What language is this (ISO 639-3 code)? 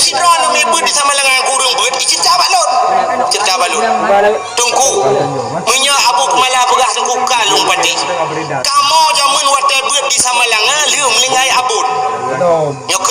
ace